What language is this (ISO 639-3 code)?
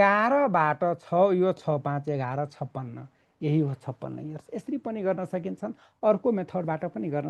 nep